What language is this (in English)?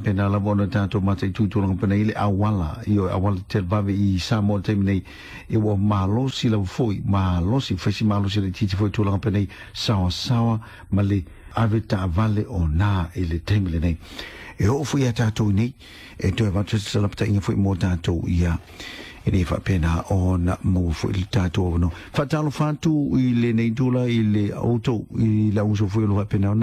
Samoan